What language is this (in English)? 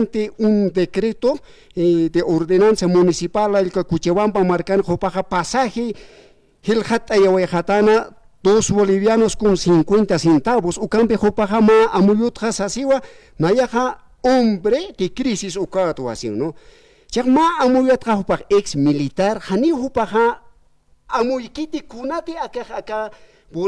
Aymara